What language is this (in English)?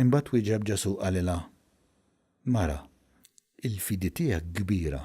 Maltese